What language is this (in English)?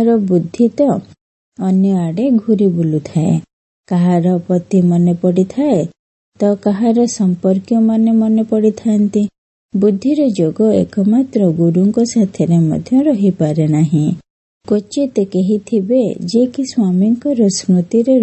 Odia